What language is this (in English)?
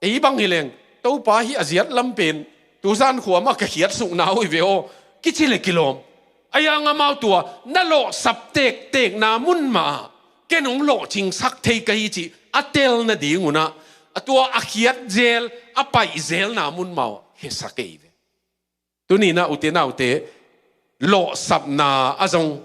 Tedim Chin